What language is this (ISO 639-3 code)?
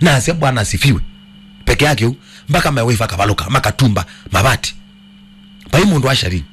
kam